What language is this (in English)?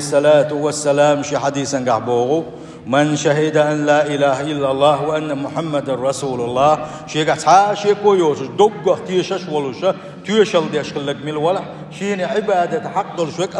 Chechen